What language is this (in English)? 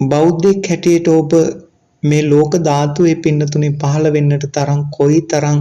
Sinhala